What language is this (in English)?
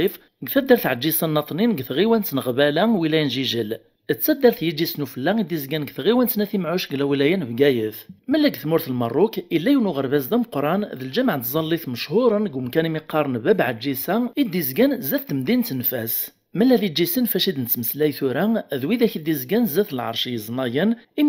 Kabyle